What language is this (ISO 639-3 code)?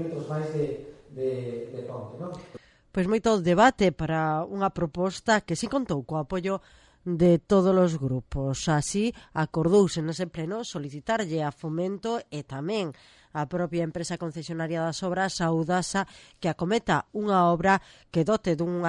glg